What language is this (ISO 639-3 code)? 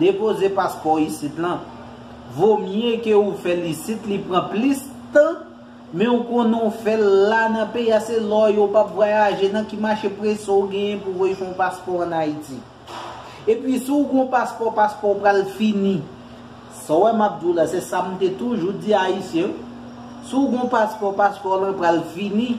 hat